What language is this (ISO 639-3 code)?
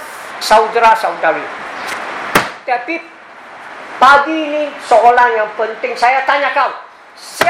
msa